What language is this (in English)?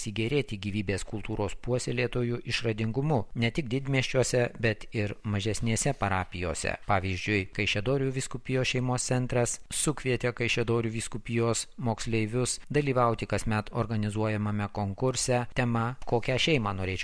Lithuanian